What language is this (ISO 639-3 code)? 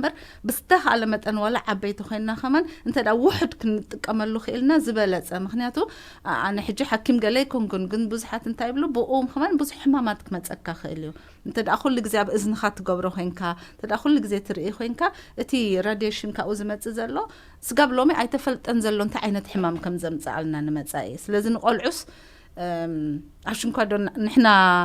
tir